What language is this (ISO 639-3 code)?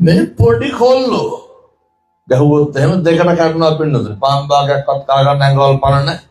sin